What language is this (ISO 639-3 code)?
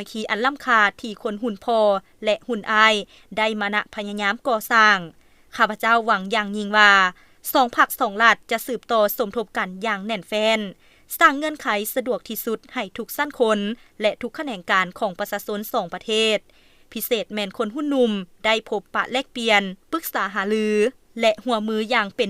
lao